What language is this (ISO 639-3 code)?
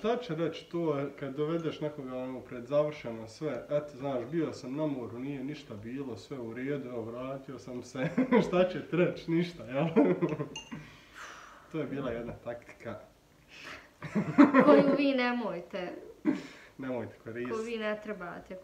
bos